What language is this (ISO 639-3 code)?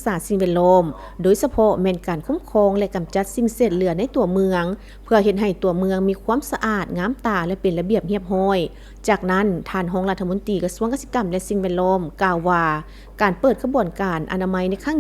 lao